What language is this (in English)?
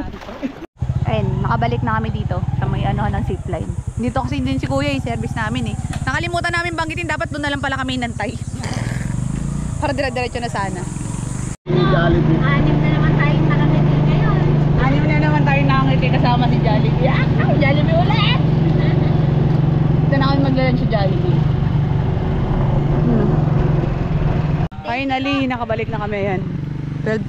Filipino